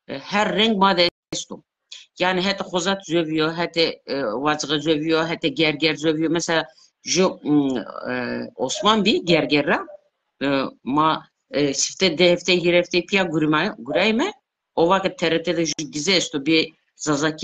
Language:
Zaza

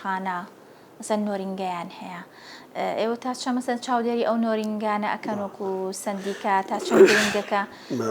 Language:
Central Kurdish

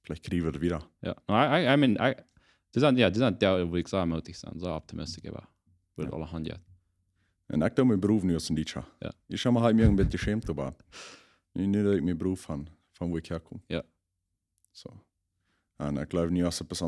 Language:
Plautdietsch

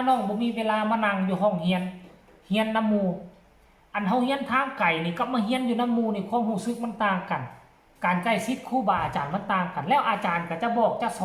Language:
Northeastern Thai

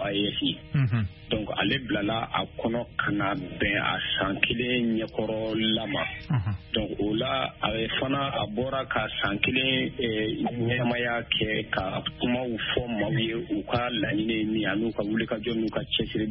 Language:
Bambara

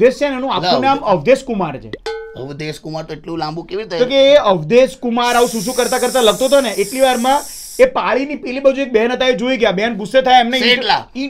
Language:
Gujarati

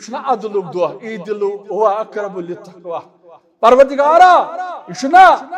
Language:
Kashmiri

